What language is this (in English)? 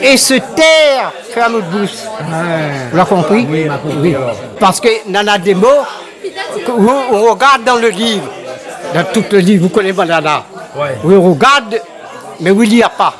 Réunion Creole French